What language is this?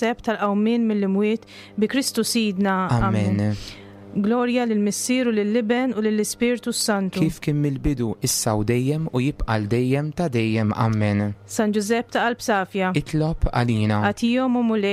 Maltese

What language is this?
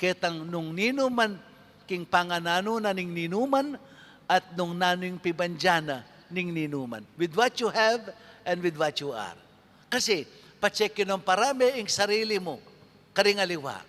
Pampanga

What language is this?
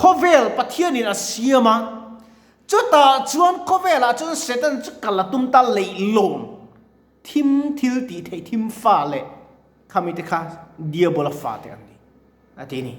Mizo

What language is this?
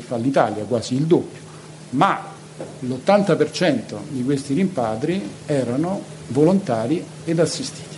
Italian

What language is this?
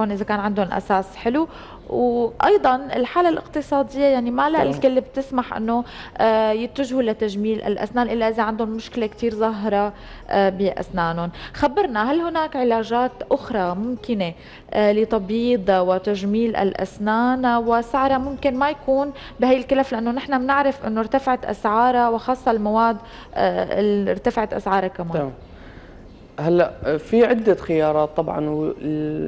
North Levantine Arabic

